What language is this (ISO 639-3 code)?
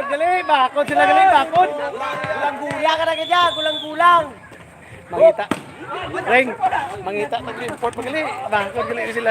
hil